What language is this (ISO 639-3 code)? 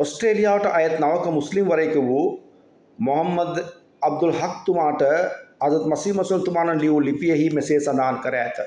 sin